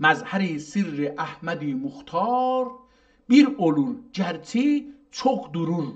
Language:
South Azerbaijani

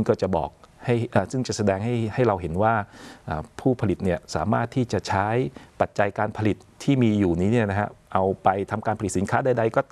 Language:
Thai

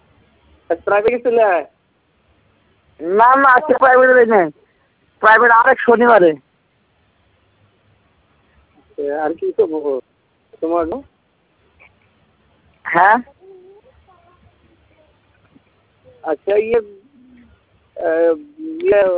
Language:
Bangla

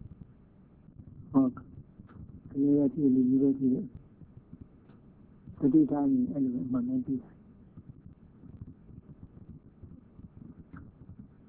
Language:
Burmese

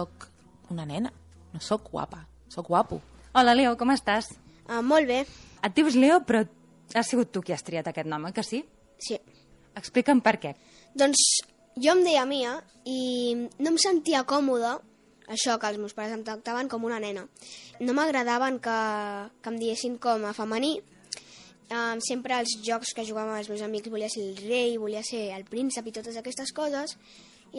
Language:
Catalan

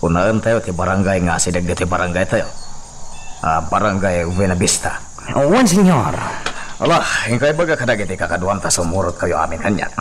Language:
Iloko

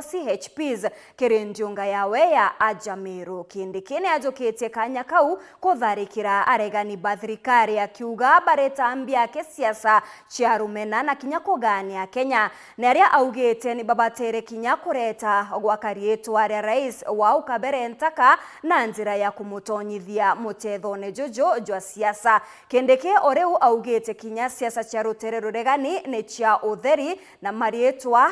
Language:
Meru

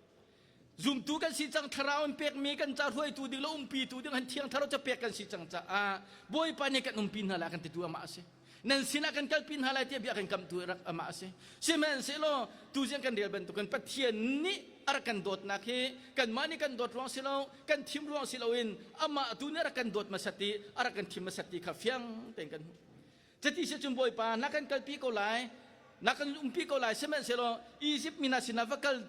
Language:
Hakha Chin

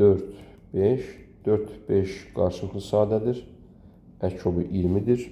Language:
Azerbaijani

